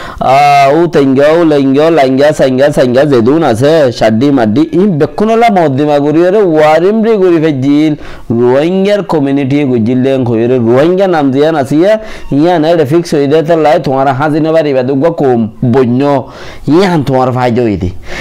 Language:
Rohingya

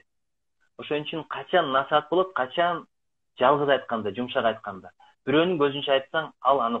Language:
Kyrgyz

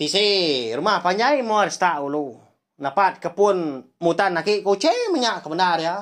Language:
Iban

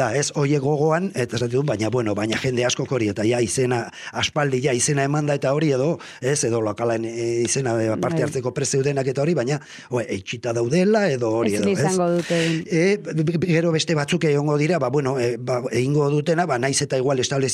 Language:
Basque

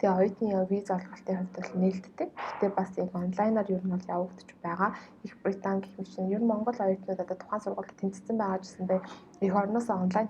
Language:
Mongolian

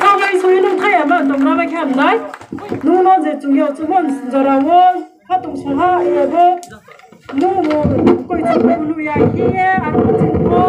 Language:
Riang (India)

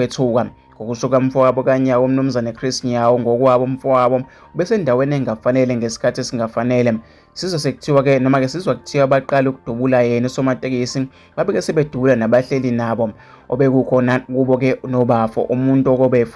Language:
Zulu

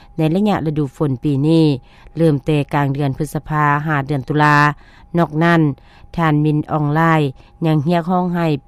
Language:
Lao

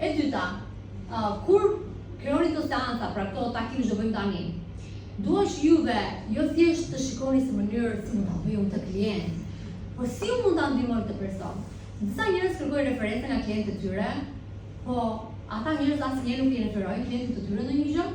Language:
Albanian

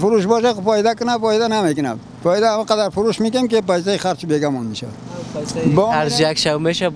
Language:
Persian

